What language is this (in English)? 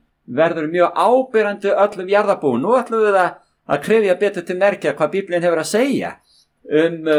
Icelandic